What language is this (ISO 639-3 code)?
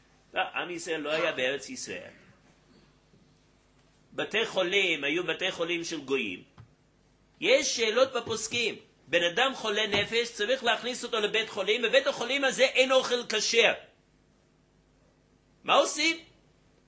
heb